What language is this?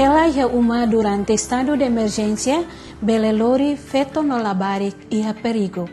Tetum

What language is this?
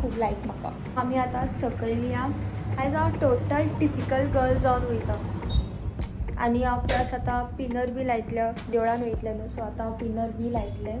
Konkani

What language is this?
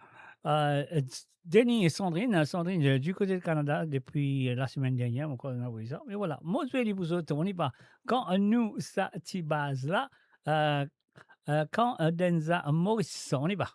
Morisyen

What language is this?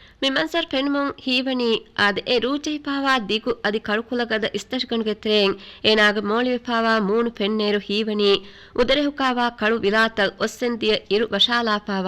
Divehi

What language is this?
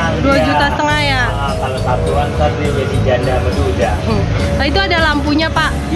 Betawi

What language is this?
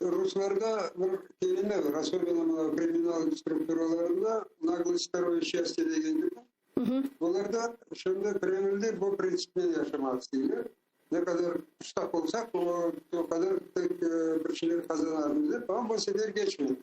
Crimean Tatar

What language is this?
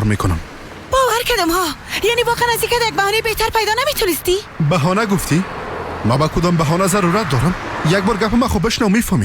Persian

